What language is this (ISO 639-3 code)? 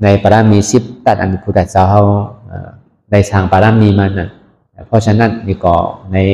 shn